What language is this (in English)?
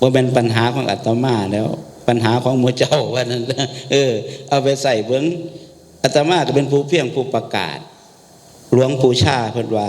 Northeastern Thai